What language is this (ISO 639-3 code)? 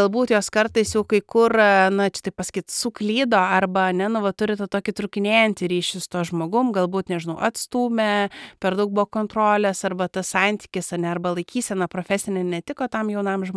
lit